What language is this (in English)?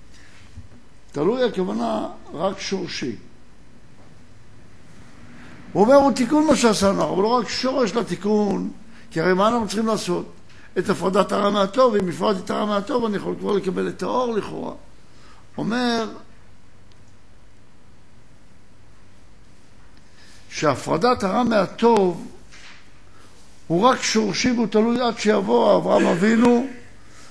Hebrew